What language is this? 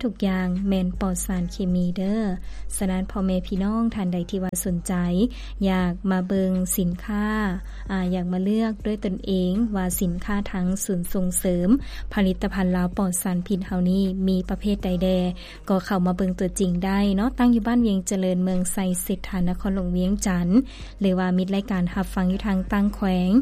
Lao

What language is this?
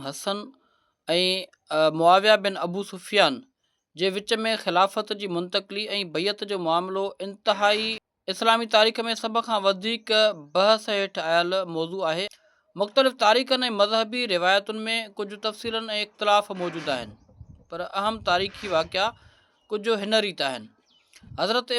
Sindhi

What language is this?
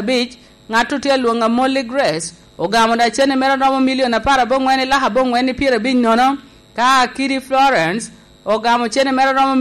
Lango (Uganda)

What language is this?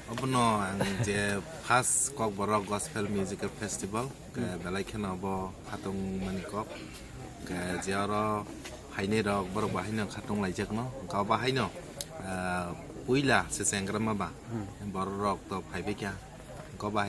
Kok Borok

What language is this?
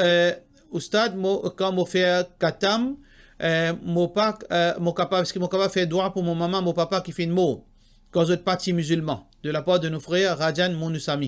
Morisyen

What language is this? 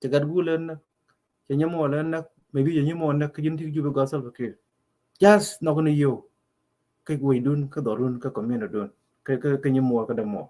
Nuer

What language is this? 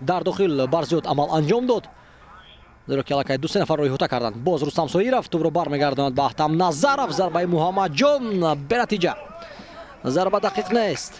Tajik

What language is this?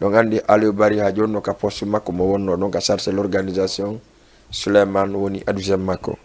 Fula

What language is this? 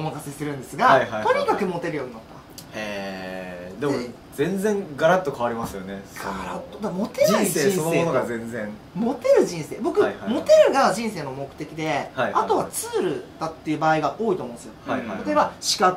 Japanese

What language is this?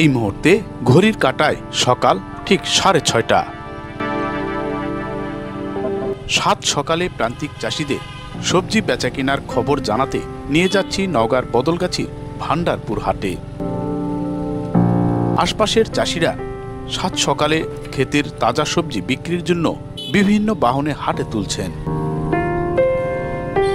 Bangla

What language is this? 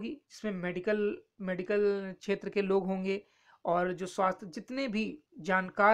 Hindi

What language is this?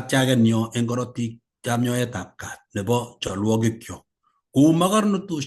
Kalenjin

